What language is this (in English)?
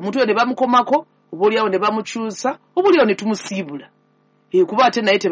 Ganda